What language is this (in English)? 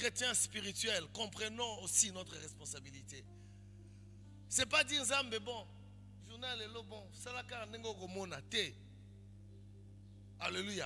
French